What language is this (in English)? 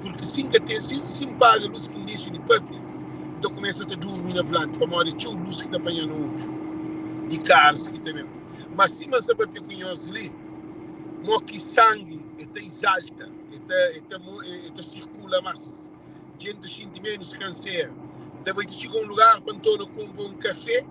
Kabuverdianu